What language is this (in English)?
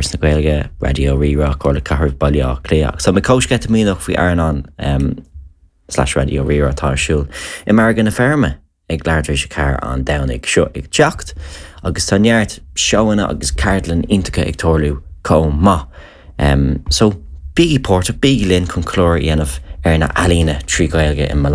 Irish